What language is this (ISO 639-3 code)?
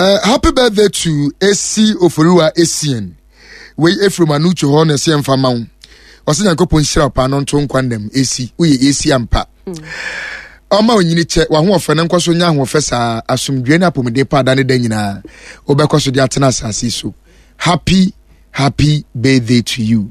aka